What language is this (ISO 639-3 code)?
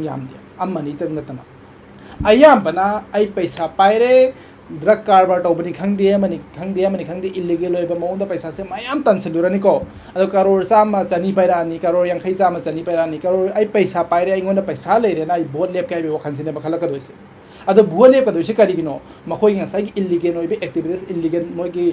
mni